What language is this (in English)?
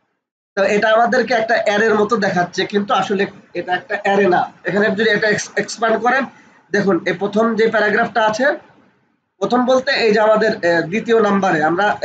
Bangla